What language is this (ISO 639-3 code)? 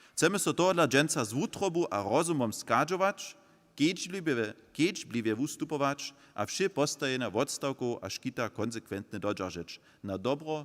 hsb